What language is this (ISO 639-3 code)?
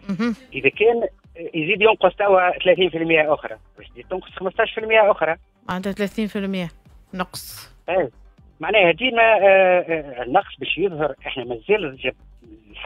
aeb